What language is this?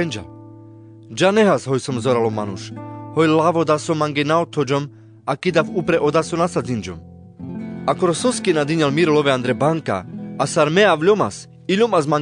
Carpathian Romani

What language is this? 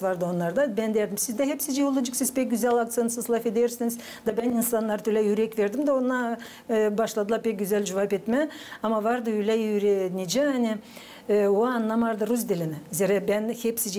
Gagauz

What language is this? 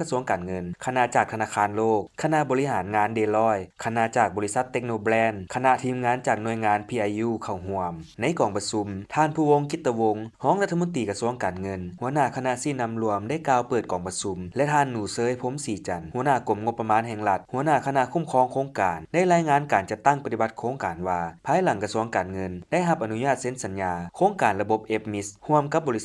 Lao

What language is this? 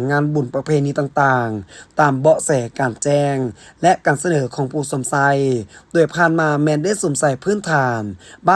Lao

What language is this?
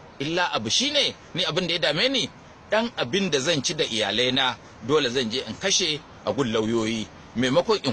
Hausa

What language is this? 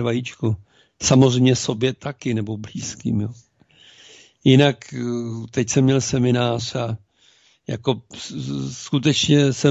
Czech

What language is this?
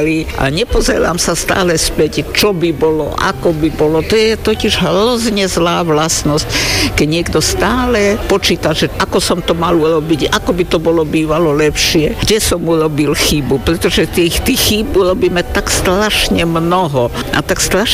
Slovak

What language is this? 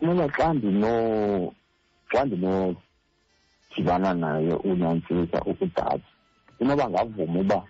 Xhosa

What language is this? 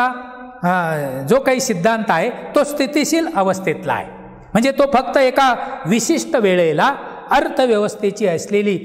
Marathi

